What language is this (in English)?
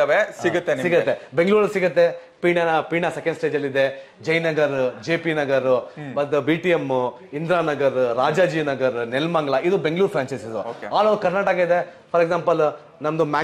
Kannada